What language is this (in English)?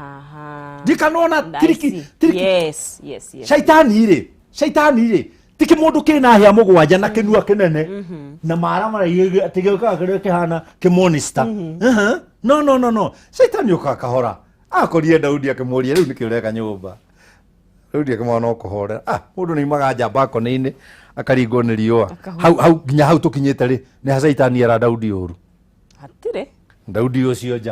Kikuyu